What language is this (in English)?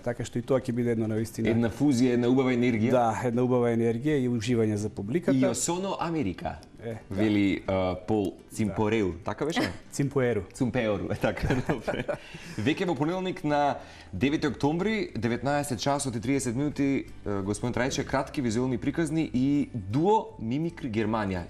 Macedonian